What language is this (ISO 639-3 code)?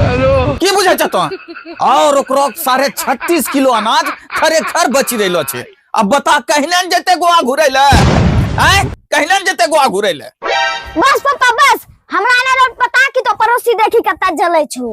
anp